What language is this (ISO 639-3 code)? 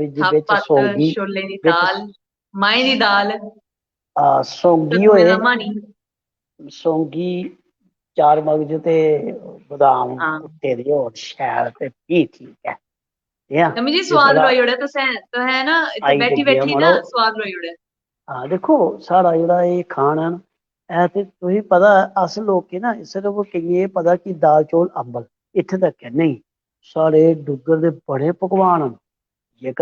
doi